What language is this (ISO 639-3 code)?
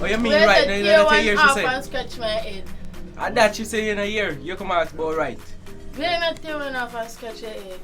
jam